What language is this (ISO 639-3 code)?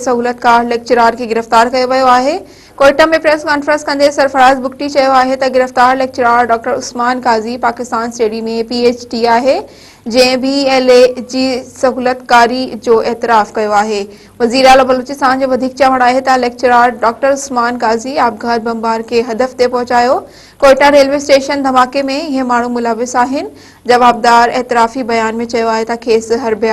snd